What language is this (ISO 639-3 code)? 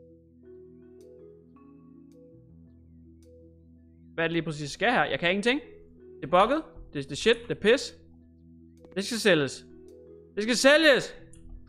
dan